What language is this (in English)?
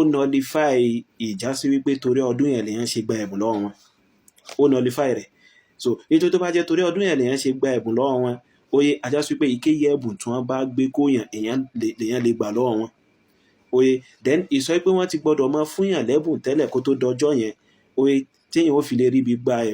Yoruba